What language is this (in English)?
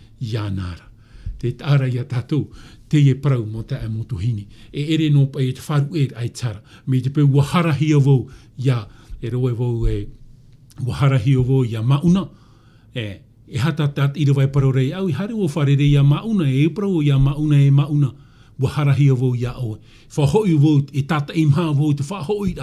Tahitian